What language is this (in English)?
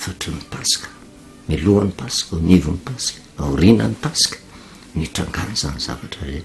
Malagasy